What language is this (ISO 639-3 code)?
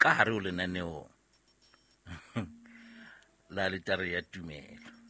sot